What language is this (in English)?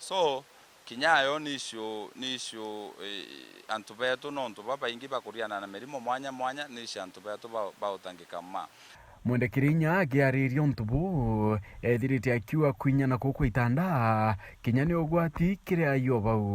Meru